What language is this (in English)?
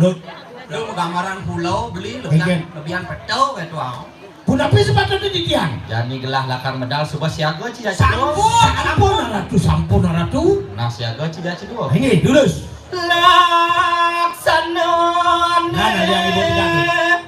Balinese